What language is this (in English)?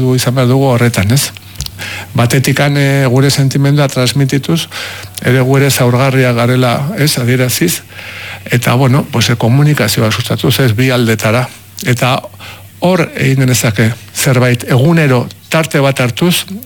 Basque